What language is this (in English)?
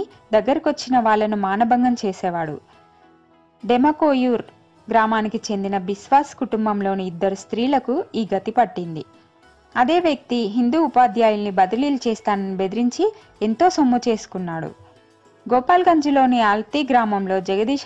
Telugu